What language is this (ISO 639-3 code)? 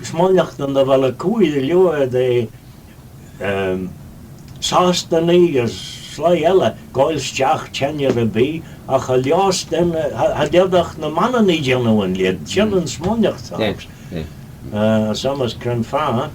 glv